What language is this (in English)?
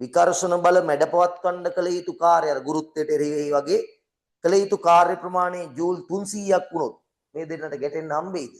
Sinhala